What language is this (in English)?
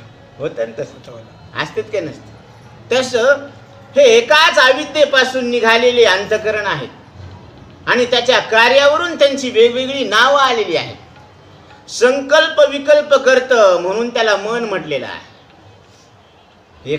Marathi